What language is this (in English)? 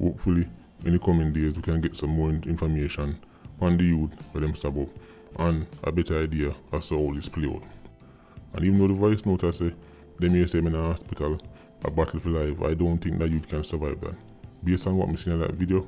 Jamaican Creole English